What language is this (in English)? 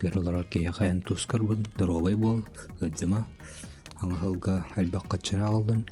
Yakut